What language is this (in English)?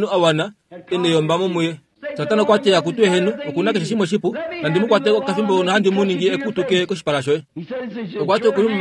Kuanyama